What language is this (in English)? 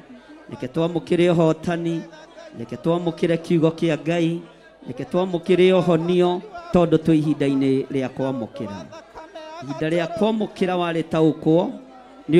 Kikuyu